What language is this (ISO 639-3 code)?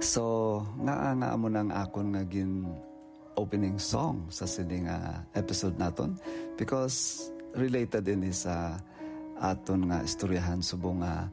hil